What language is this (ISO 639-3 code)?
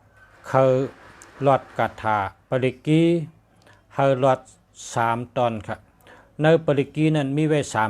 shn